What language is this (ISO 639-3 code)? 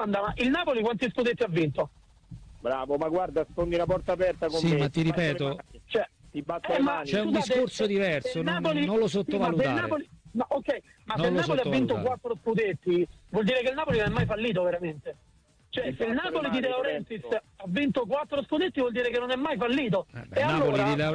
ita